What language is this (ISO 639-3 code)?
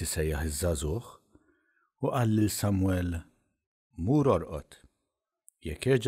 mlt